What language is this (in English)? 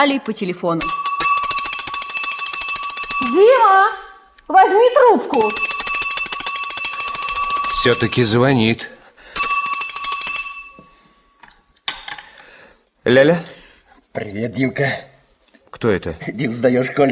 Russian